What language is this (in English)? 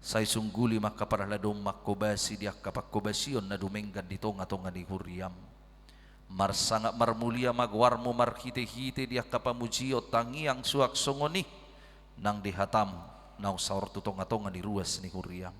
Batak Toba